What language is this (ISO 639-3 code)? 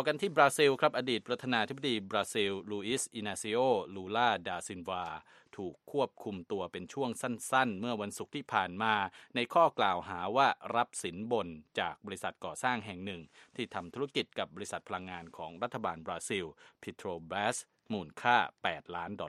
tha